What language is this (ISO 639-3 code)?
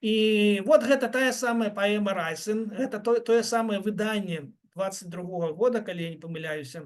bel